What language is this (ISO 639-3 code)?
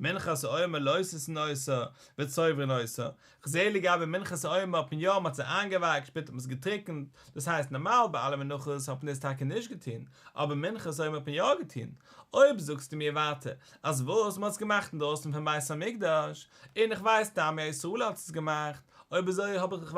yid